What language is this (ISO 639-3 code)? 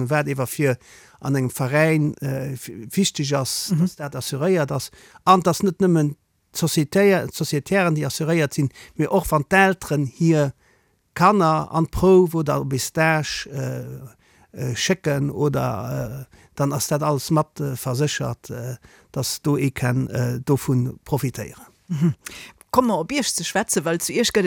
ltz